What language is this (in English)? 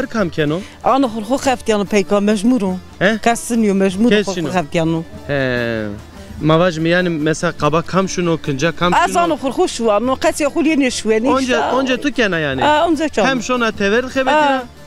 Zaza